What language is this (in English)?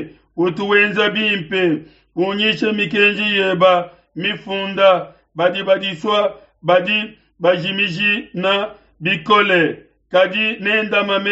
Luba-Lulua